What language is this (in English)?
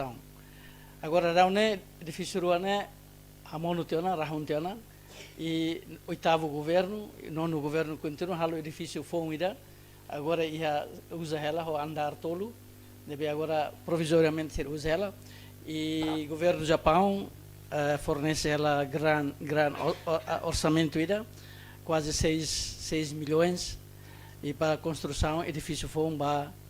Tetum